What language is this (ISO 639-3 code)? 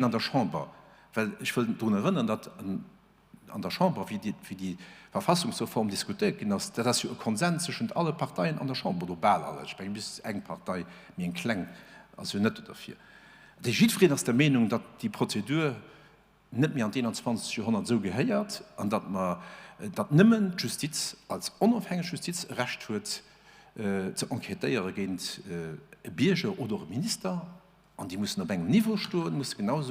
ltz